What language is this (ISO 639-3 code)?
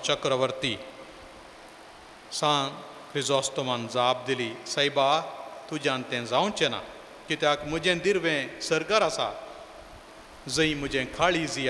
kok